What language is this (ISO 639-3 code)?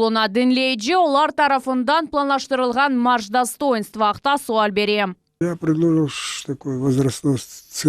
crh